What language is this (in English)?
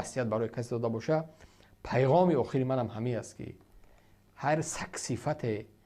Tajik